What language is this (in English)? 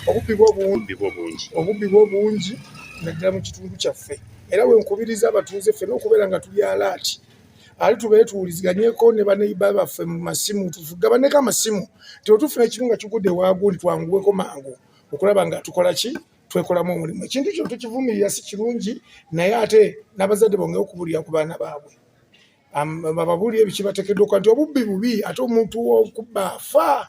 Ganda